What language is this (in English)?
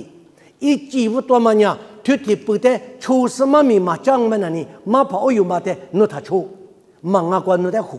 Lisu